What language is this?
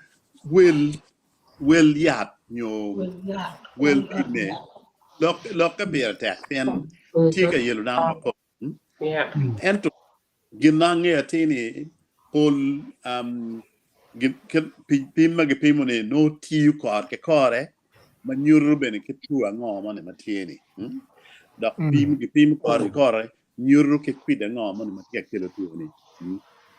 Acoli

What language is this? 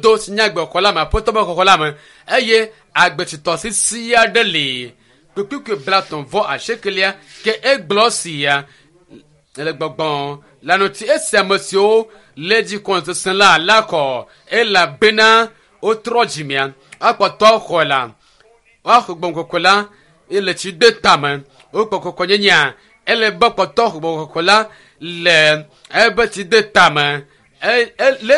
Ewe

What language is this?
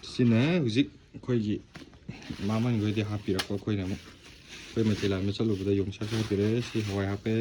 Manipuri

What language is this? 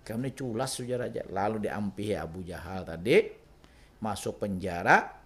Banjar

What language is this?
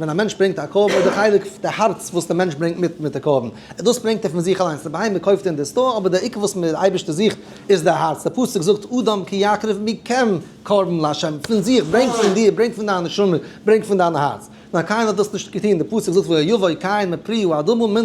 Yiddish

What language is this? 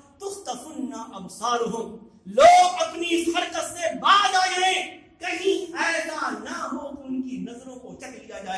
Urdu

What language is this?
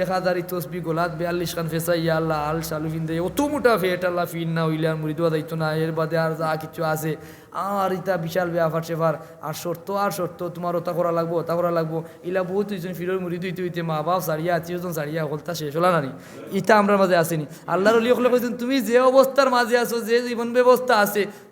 Sylheti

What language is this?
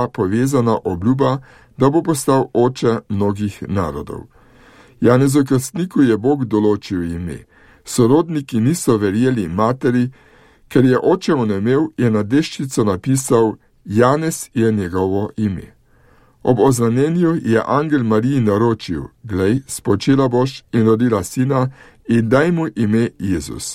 Slovenian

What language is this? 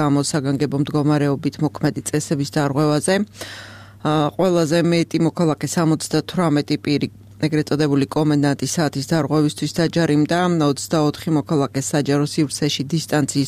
Georgian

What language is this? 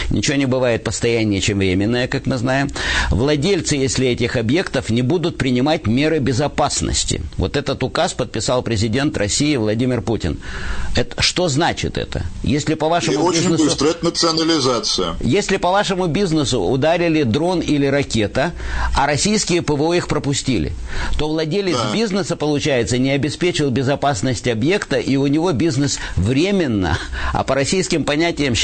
Russian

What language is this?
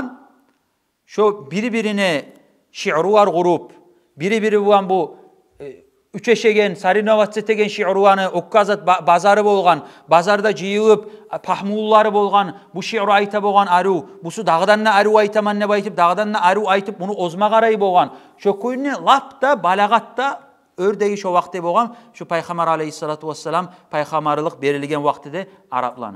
Kumyk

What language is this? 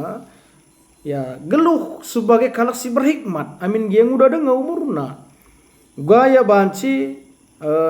Batak Karo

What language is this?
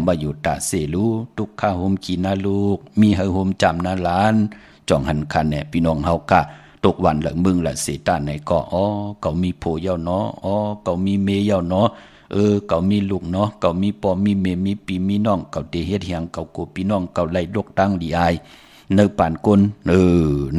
Shan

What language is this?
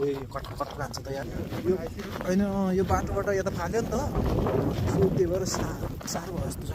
Nepali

